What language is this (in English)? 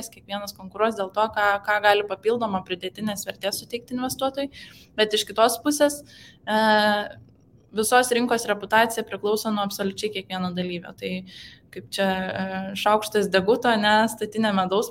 Lithuanian